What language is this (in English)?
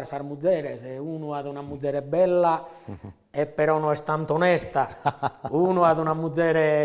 Sardinian